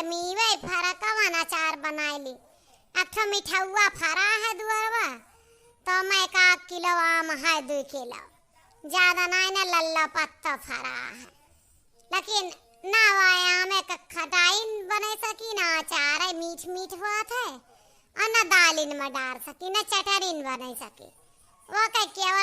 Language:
Awadhi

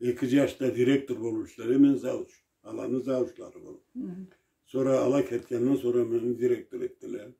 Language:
Karachay-Balkar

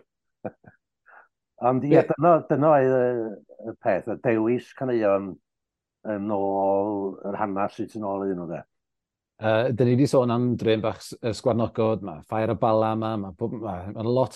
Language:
Welsh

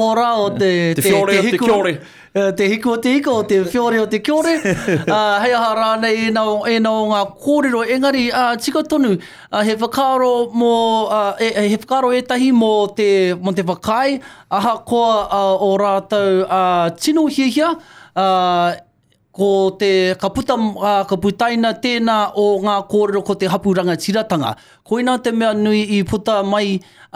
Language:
Māori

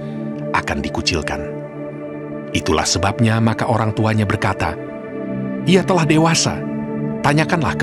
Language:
Indonesian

